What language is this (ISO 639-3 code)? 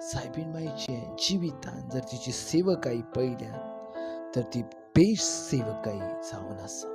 kok